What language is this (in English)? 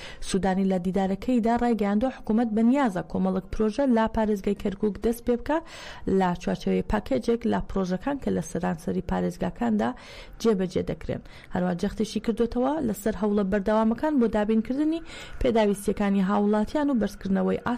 Central Kurdish